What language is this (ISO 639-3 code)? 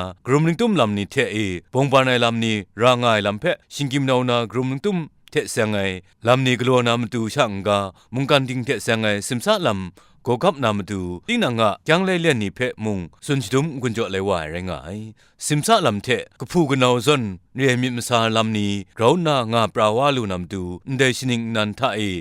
kac